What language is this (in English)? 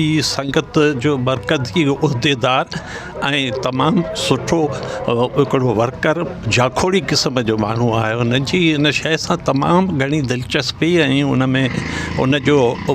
Sindhi